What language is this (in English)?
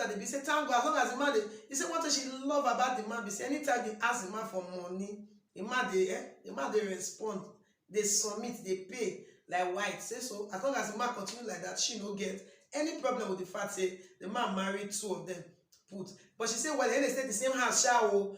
Nigerian Pidgin